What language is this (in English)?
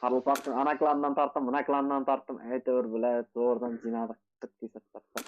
Kara-Kalpak